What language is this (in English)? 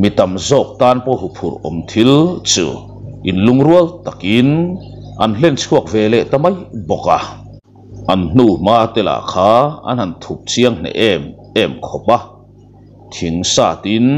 Mizo